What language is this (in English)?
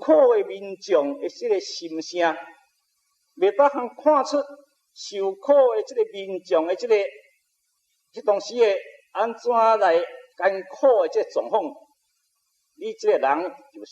Min Nan Chinese